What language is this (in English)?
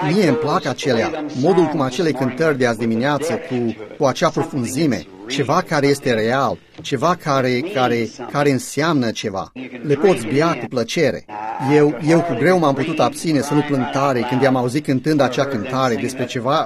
Romanian